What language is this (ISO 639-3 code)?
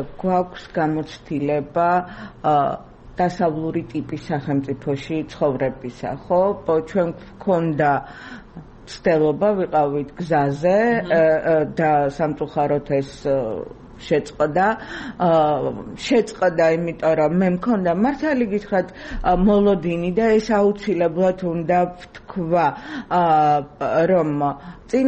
kat